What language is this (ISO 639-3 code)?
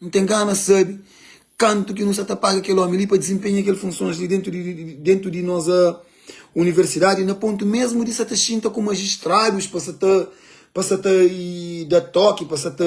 kea